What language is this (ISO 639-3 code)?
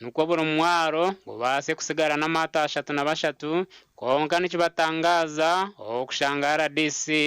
nyn